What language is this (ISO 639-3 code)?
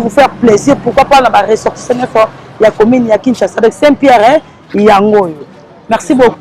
lin